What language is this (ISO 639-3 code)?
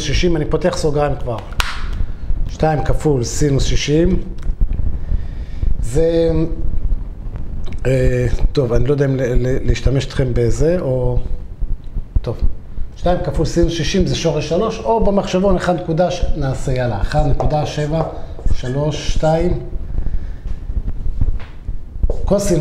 heb